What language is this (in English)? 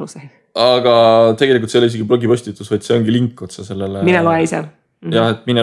Estonian